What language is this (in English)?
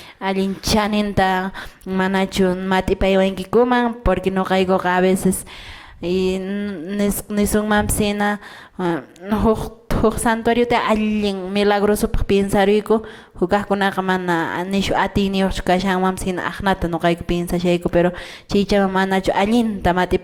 Quechua